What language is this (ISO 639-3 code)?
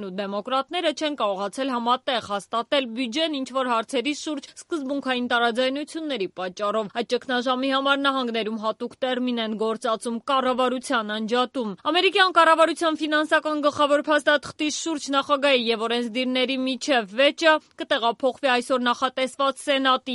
hye